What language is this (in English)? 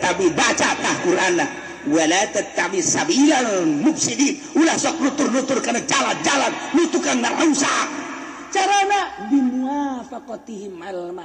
Sundanese